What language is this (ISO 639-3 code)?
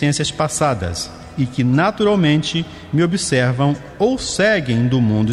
por